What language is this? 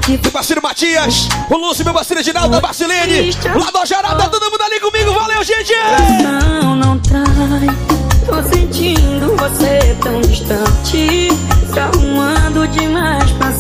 Portuguese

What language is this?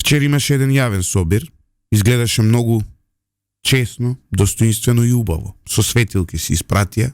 Macedonian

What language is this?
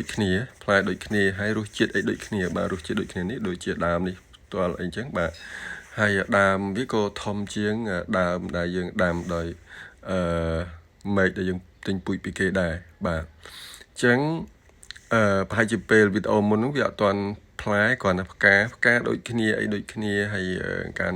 Khmer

